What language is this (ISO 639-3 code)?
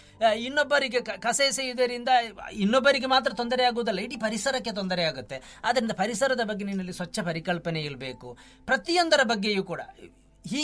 kan